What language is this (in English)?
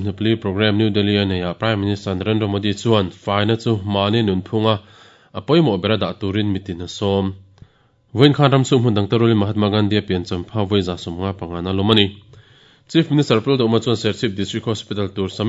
Mizo